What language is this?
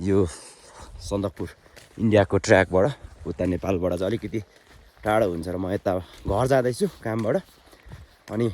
Nepali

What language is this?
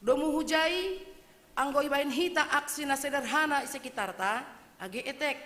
Batak Simalungun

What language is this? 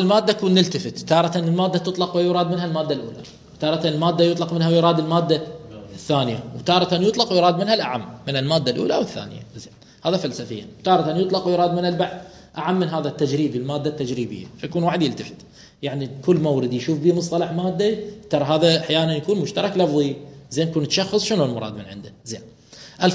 Mesopotamian Arabic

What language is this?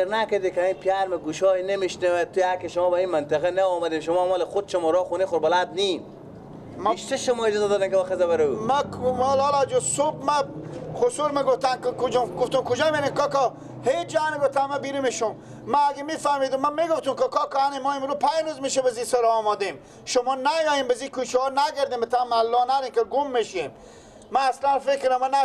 Persian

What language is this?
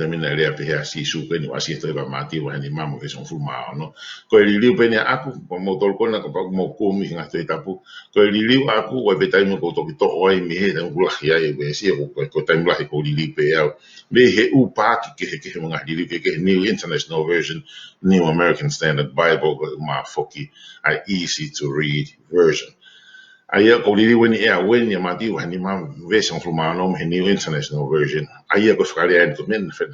Tongan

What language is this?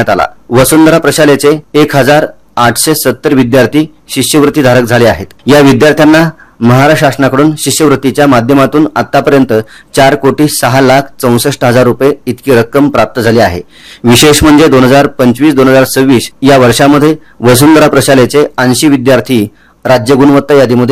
Marathi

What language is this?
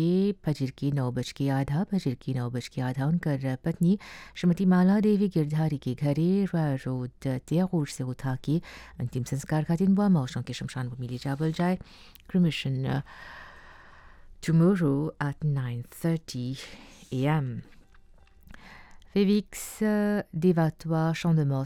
Bhojpuri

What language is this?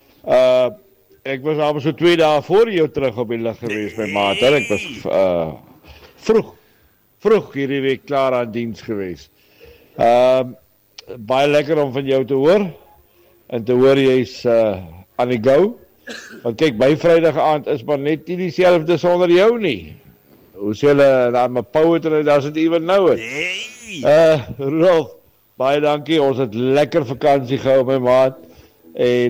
Afrikaans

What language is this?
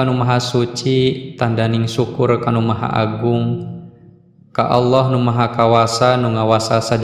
Sundanese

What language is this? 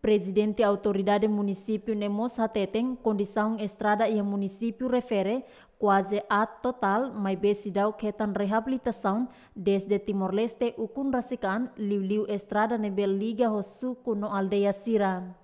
Tetum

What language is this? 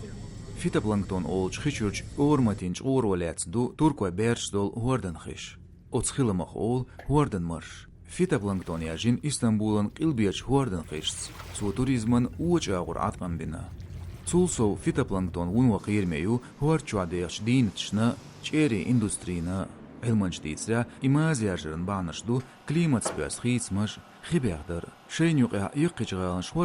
Chechen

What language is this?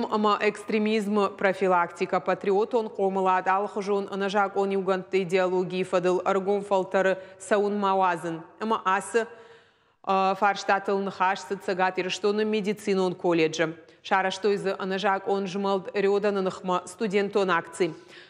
Ossetic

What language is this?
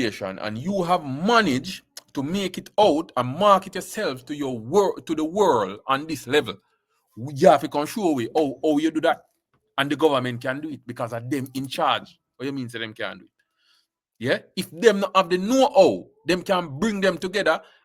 Jamaican Creole English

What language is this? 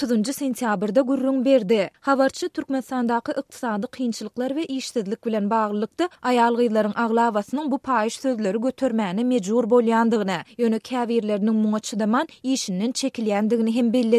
Turkmen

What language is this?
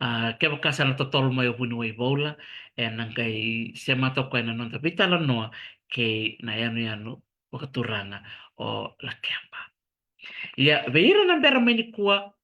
Fijian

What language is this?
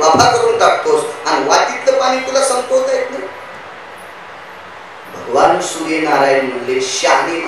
Marathi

